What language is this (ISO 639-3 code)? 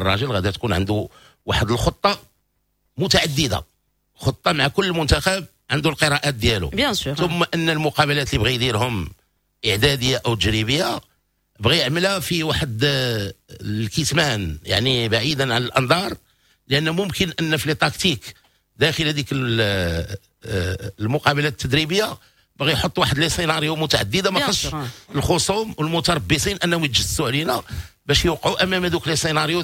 ary